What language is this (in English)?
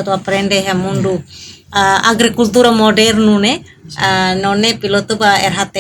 Tetum